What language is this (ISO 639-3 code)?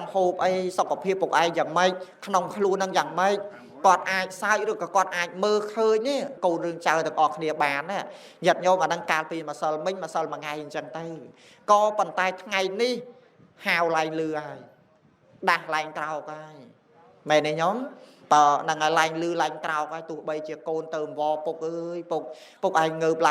khm